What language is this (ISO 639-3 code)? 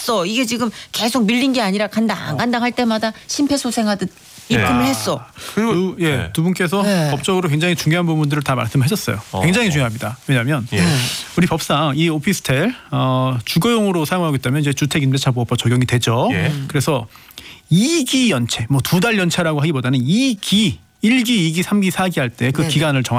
kor